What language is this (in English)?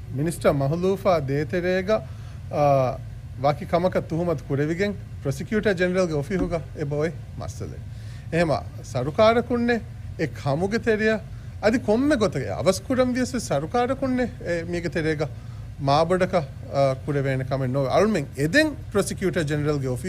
Divehi